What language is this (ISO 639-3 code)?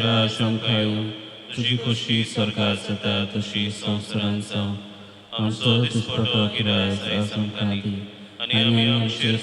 kok